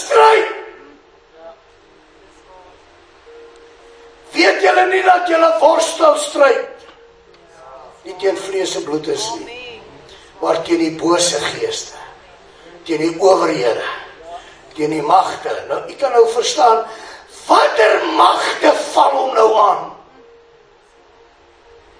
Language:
Afrikaans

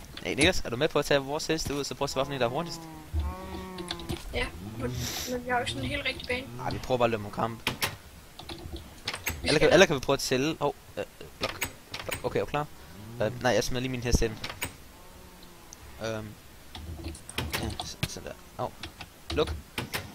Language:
Danish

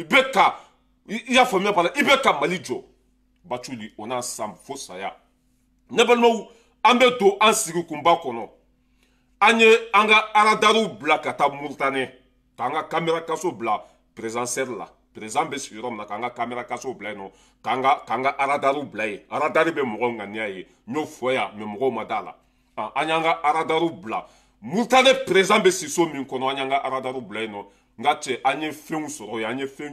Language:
Bambara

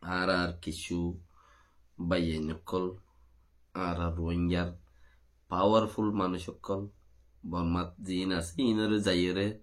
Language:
Rohingya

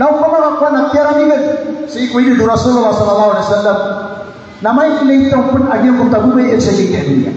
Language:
Maranao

